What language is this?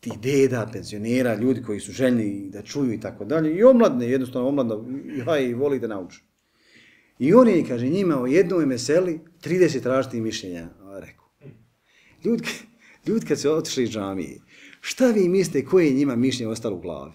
Bosnian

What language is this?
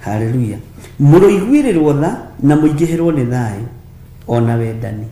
Kikuyu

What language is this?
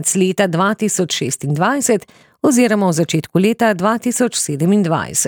Slovenian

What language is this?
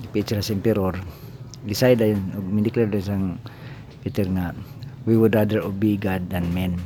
Cebuano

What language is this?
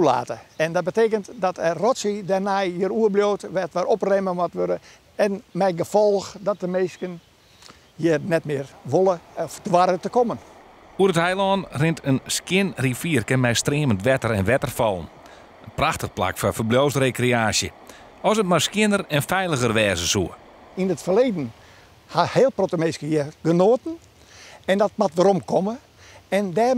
Western Frisian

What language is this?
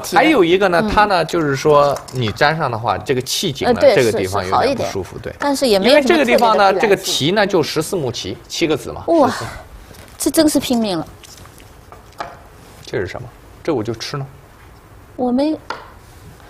Chinese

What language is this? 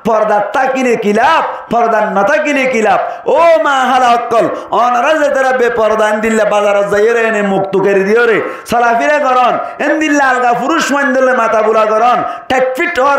Rohingya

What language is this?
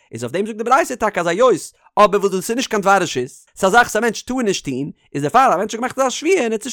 Yiddish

